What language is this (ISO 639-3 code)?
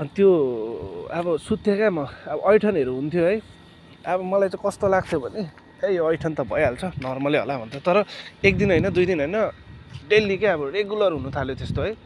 nep